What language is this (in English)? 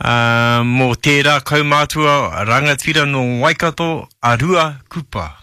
Māori